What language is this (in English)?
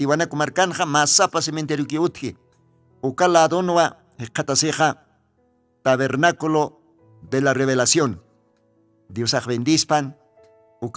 Aymara